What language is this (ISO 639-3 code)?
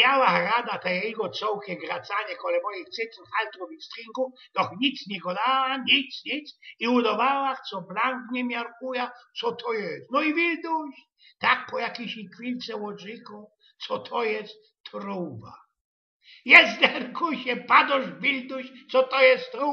szl